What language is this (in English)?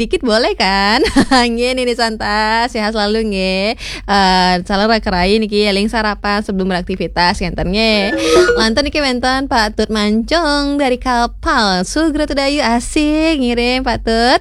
Balinese